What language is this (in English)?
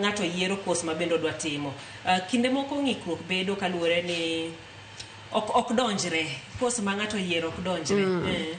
Luo (Kenya and Tanzania)